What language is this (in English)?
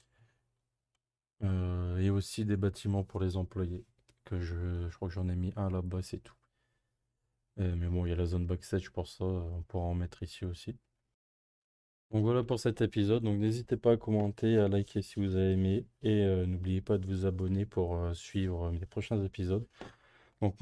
French